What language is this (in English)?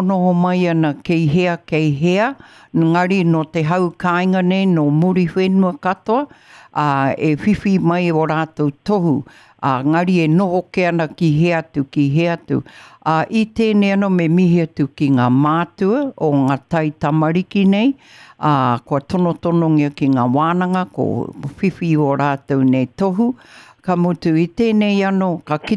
Māori